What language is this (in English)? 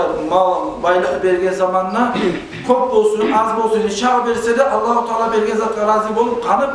Kumyk